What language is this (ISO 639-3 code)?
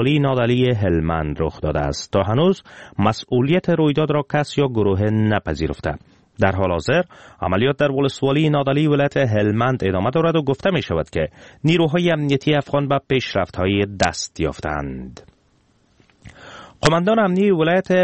fas